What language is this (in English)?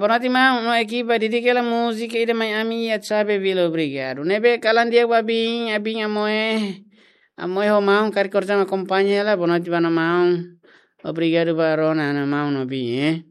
Tetum